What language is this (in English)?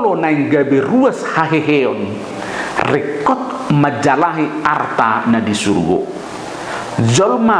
Batak Toba